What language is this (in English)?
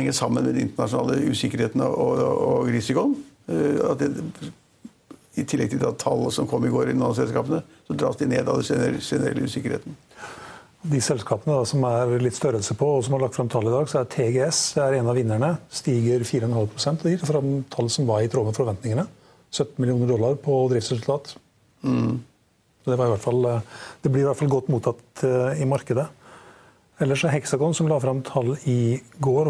Norwegian